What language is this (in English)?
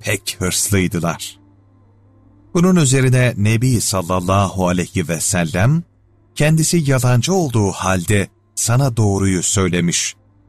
Turkish